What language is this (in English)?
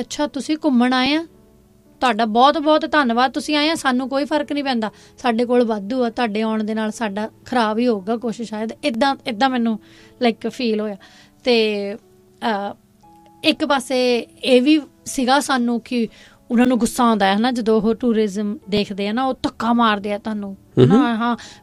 Punjabi